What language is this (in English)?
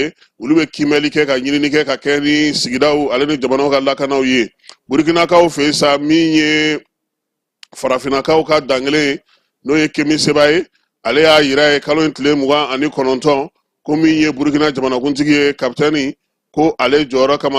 Bambara